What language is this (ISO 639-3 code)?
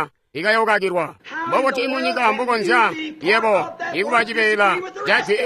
toi